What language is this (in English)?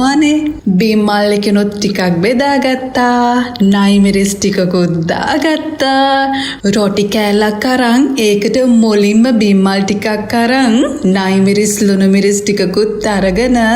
Sinhala